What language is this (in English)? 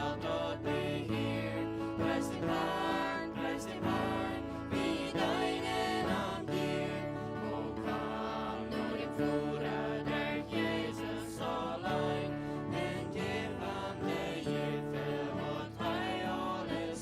Plautdietsch